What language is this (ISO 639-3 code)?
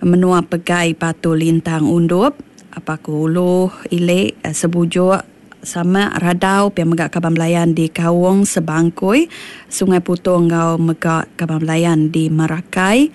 iba